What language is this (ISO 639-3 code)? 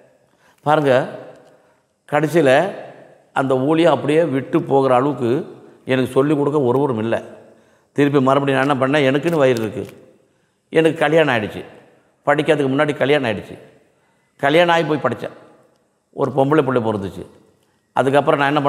tam